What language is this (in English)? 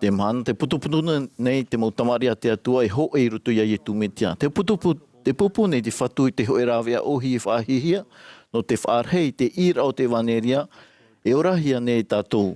Tahitian